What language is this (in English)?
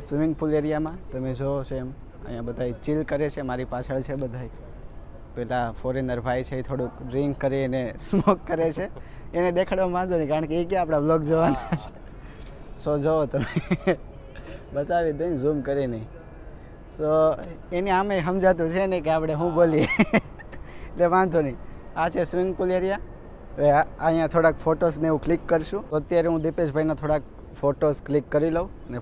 Gujarati